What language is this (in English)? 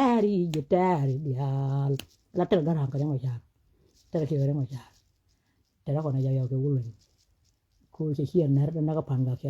Nuer